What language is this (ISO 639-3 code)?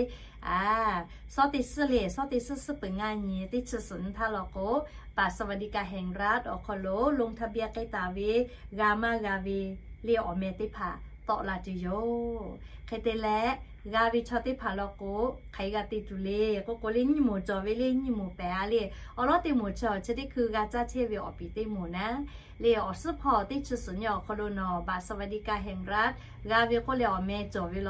lhu